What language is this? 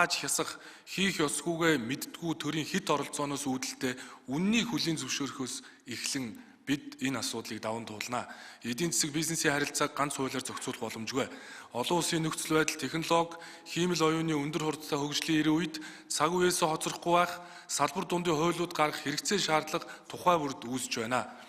Mongolian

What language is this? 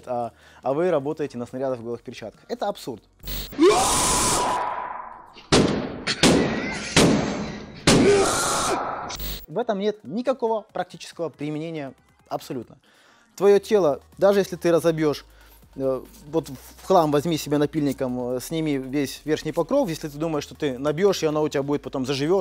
Russian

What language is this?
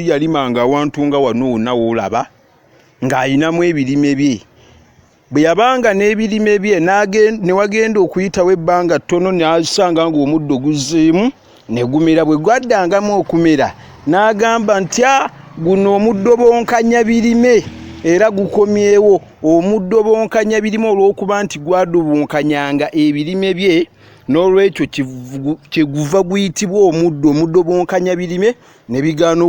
Ganda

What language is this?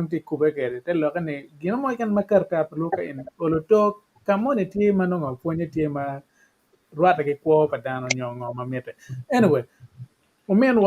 Acoli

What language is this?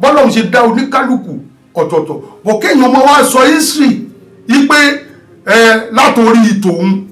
Yoruba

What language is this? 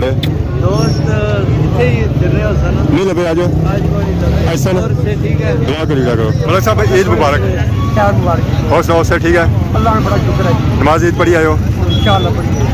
Pahari-Potwari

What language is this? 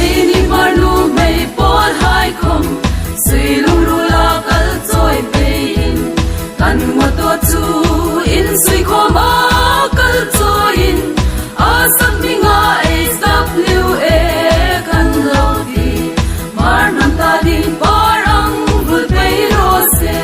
Hmar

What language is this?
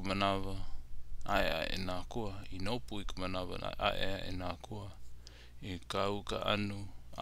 Hawaiian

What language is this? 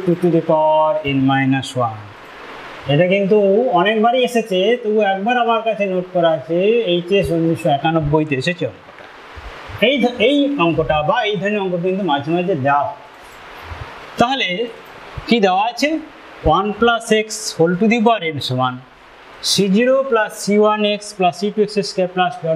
Bangla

